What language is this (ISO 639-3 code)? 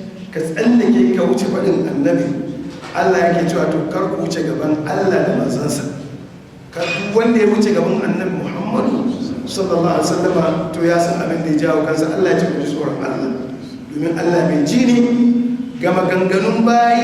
hau